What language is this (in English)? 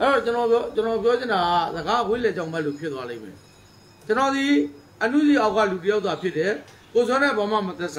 Burmese